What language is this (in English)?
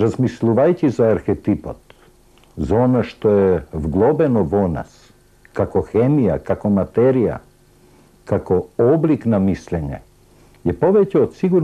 Macedonian